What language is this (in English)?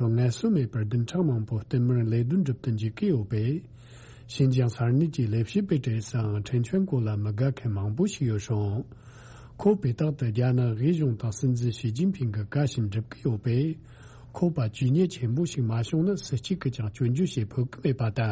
Tibetan